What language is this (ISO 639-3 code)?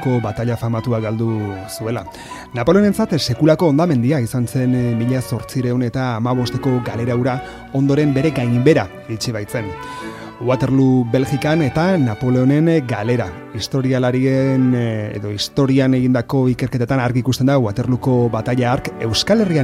eus